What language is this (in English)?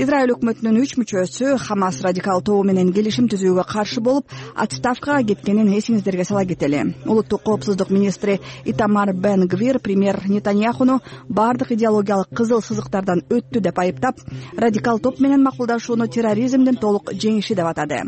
Kyrgyz